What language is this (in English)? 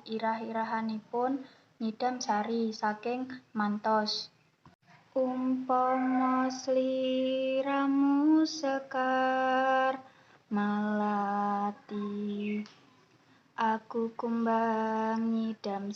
Javanese